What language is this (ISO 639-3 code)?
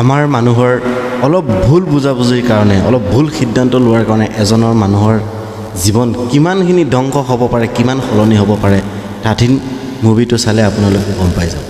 asm